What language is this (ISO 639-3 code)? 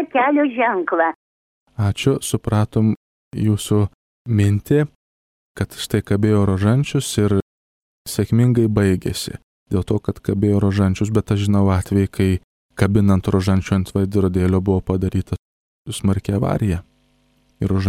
lit